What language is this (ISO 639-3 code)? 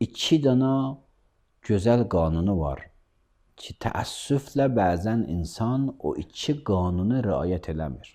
aze